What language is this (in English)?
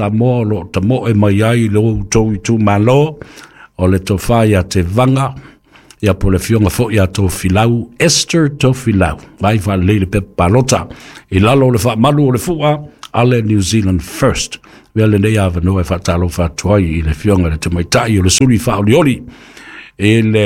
Samoan